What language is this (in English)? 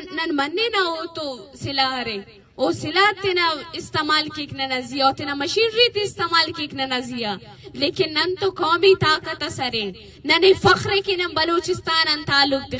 Brahui